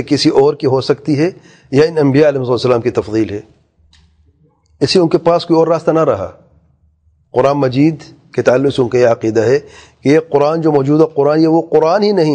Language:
Urdu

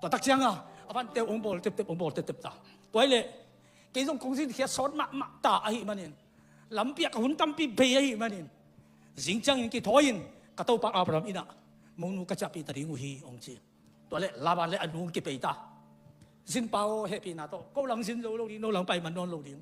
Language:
Tedim Chin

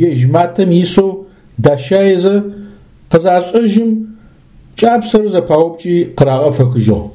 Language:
Adyghe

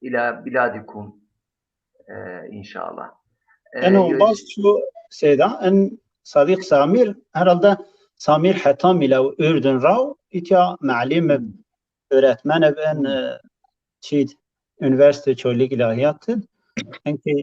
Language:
Zaza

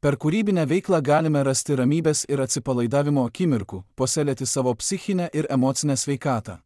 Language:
Lithuanian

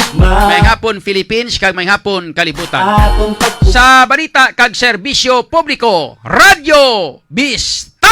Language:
Hiligaynon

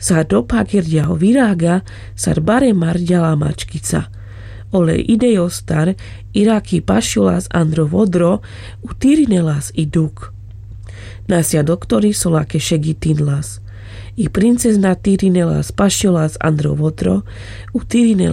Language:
Carpathian Romani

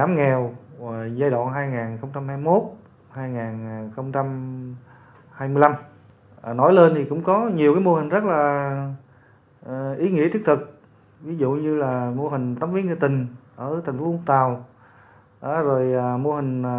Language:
Vietnamese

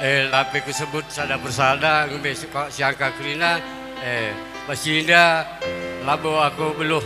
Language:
Batak Karo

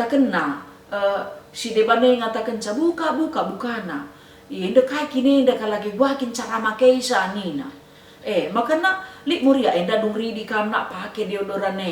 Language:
Batak Karo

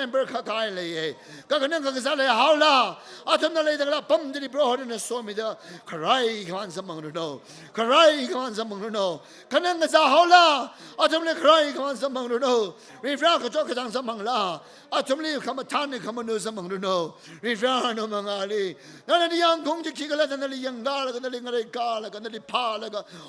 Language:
Tangkhul Naga (India)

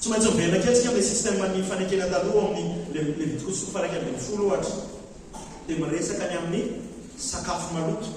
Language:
Malagasy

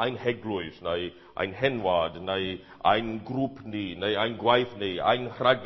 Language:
Welsh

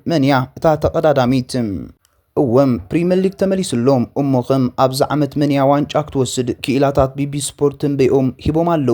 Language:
Tigrinya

